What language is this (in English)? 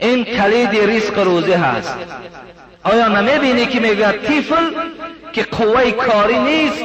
Tajik